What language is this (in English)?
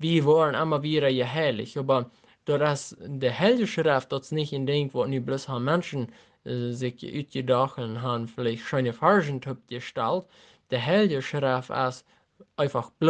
Plautdietsch